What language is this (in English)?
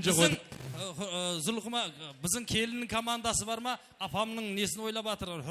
Kara-Kalpak